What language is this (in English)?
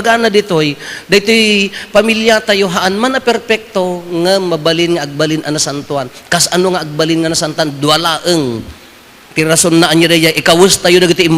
Iloko